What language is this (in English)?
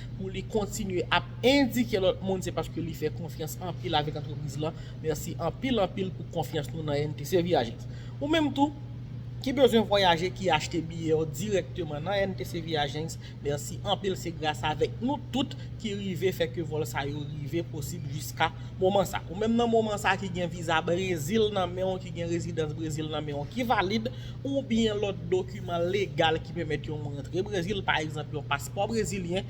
Haitian Creole